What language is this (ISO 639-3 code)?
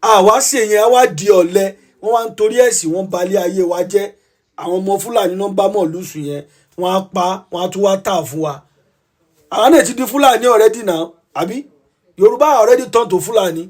yor